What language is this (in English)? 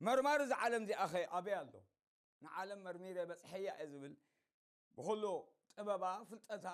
Tigrinya